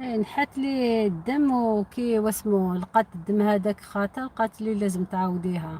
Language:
Algerian Arabic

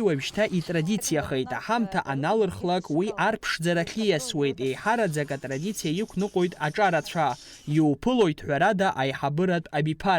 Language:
Abkhazian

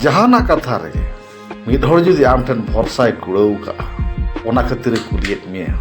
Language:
Santali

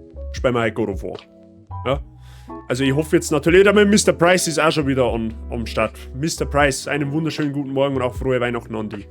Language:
Bavarian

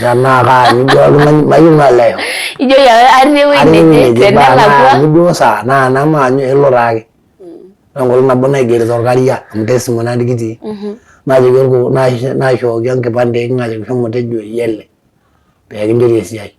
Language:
Masai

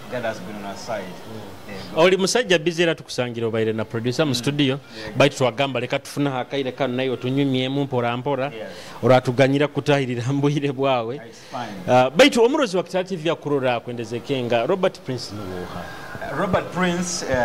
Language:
Nyoro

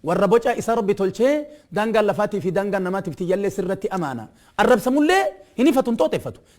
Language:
Oromo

